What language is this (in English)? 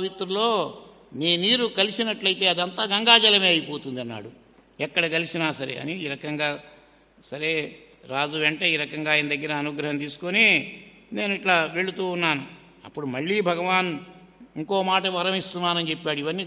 Telugu